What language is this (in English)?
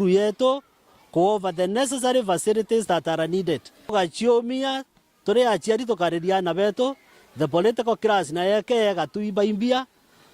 Meru